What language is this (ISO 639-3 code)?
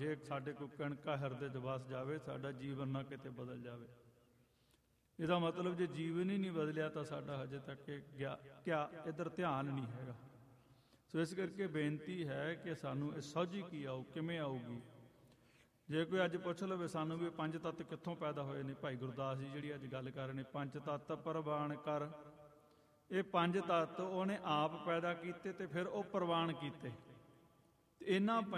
pan